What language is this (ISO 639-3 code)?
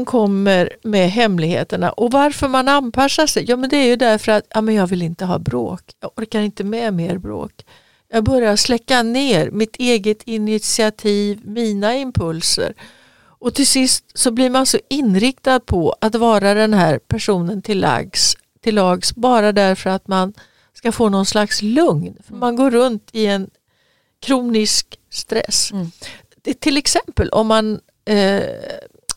swe